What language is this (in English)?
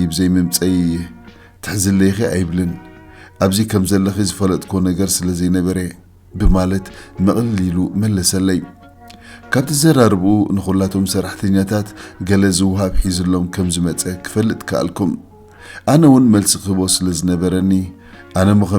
Tigrinya